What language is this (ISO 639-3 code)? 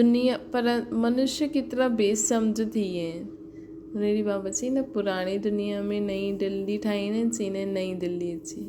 snd